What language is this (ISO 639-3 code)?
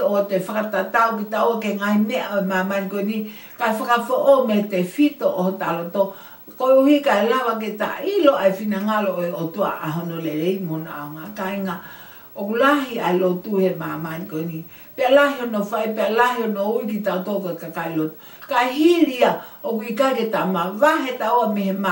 ton